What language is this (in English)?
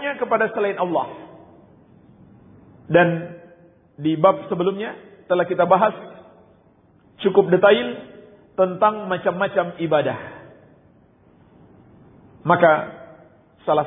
Indonesian